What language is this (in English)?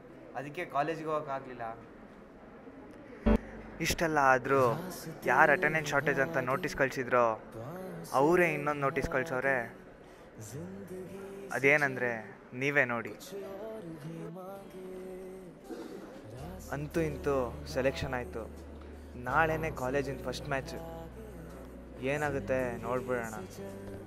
Kannada